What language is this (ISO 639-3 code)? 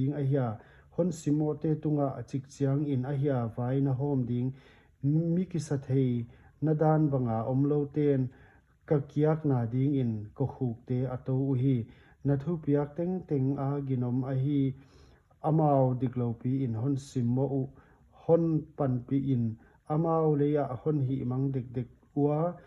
pck